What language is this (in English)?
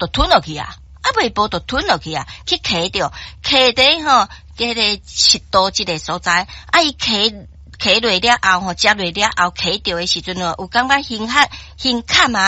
Min Nan Chinese